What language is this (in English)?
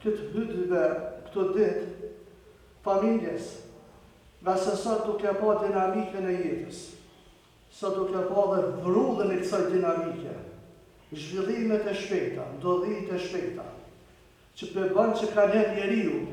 Albanian